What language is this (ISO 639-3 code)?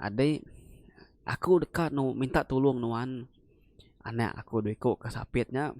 iba